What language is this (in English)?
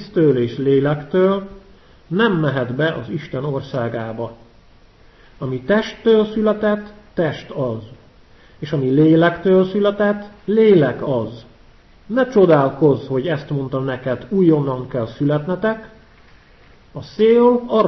Hungarian